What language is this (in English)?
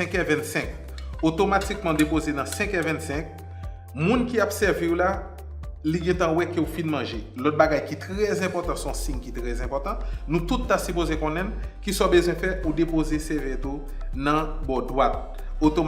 Haitian Creole